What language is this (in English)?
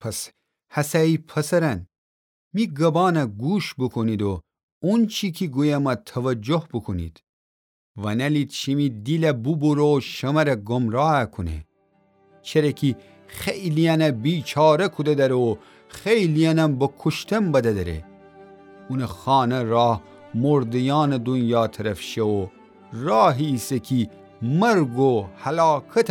Gilaki